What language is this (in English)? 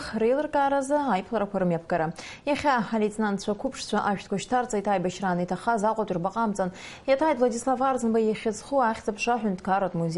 Abkhazian